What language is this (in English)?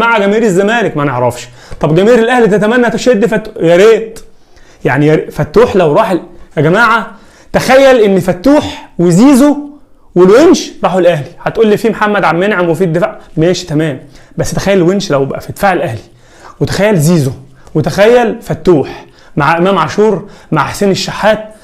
Egyptian Arabic